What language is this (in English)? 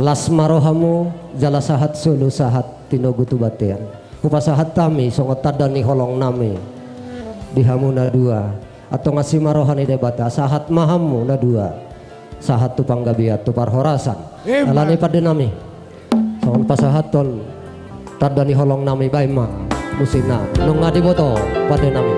Batak Toba